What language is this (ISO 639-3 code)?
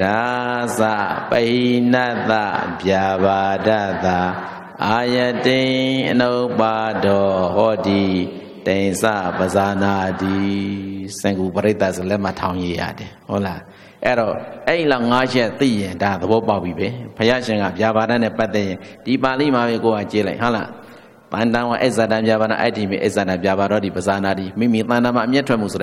mya